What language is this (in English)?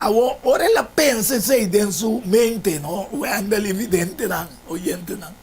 Papiamento